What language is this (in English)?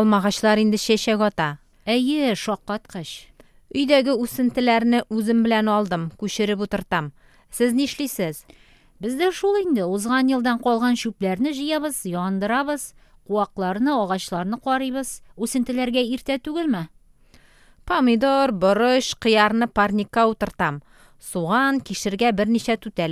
Tatar